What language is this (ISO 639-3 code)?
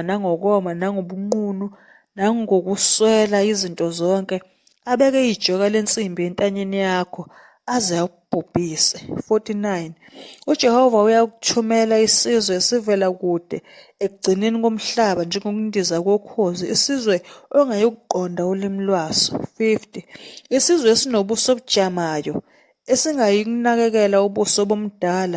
zul